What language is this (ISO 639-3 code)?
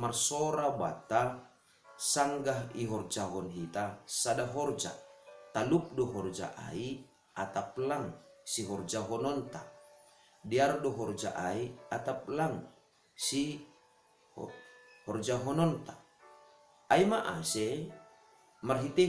bts